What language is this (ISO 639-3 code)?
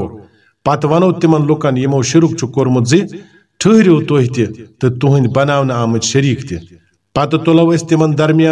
kas